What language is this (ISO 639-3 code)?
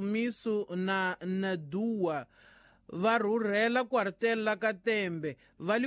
tso